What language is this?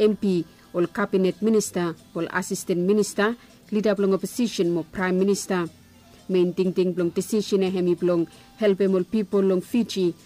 Bislama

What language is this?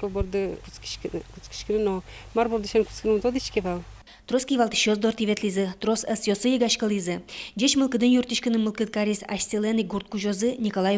Udmurt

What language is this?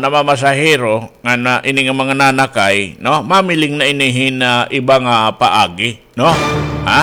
Waray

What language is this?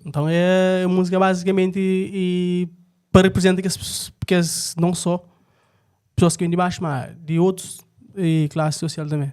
Kabuverdianu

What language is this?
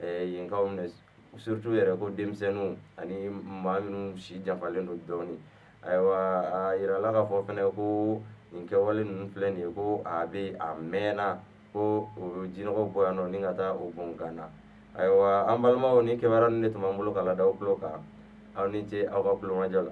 Bambara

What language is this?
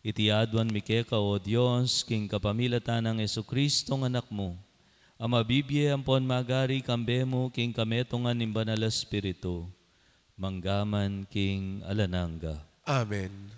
Pampanga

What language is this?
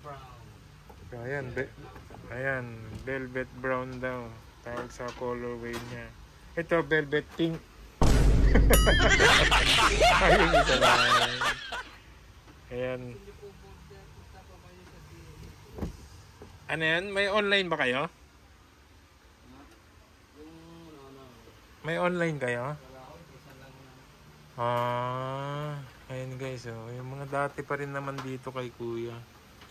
Filipino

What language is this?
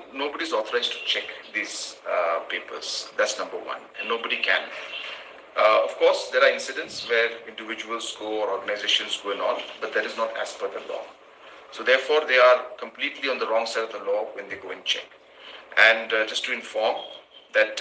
Khasi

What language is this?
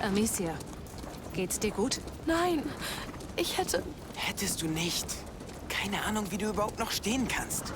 Bavarian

